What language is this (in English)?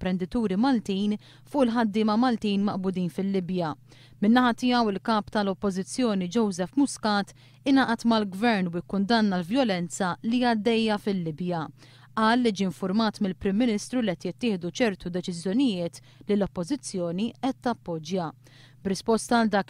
Maltese